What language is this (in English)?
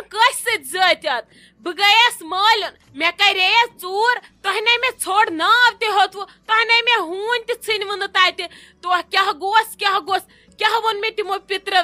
Kashmiri